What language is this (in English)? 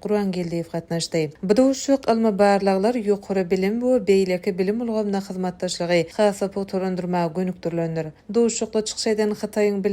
Turkmen